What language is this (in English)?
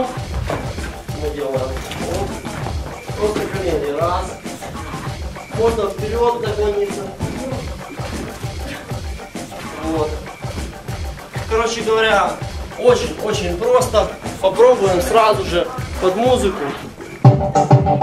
Russian